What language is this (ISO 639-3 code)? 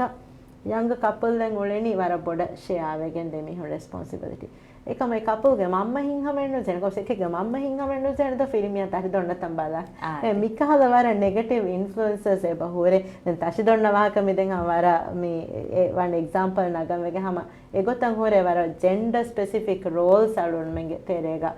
div